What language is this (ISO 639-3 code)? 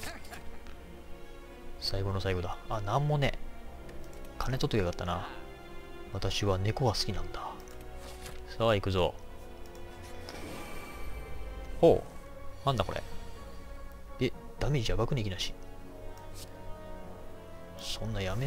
jpn